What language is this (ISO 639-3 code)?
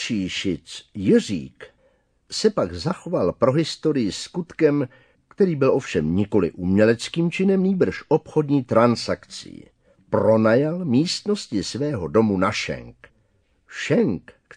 ces